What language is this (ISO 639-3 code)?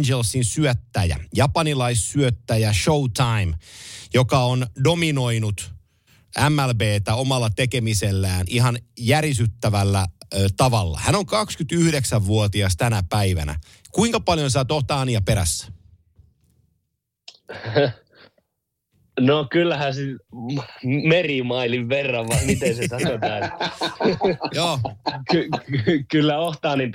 fin